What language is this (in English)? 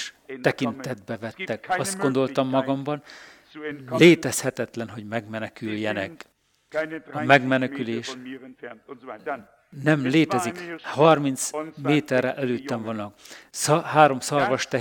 Hungarian